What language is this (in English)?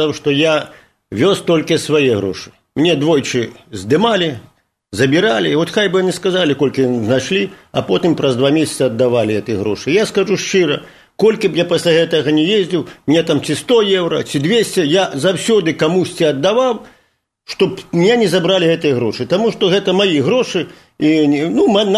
Belarusian